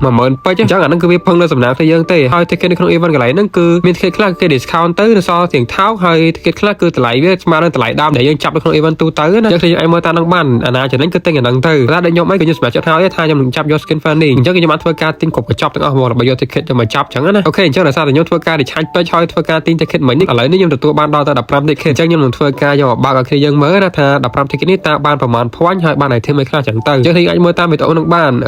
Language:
Khmer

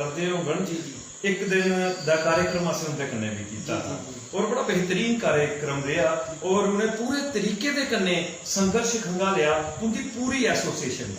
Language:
Dogri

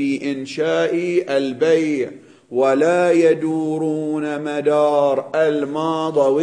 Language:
Arabic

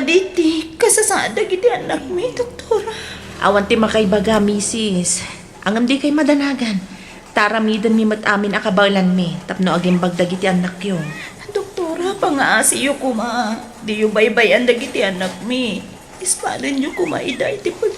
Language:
Iloko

